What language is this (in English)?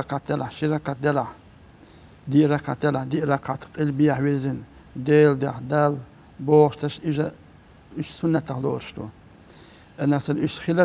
Chechen